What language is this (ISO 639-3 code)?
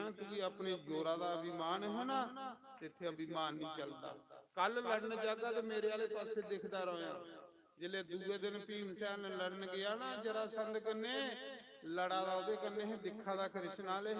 doi